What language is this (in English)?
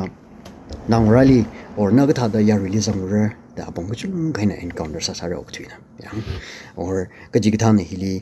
Tangkhul Naga (India)